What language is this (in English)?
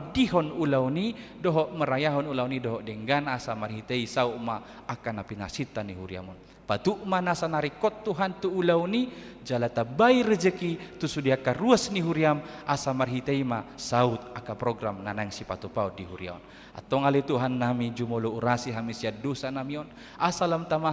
Batak Toba